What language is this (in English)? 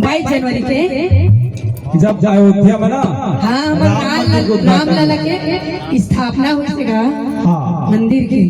Chhattisgarhi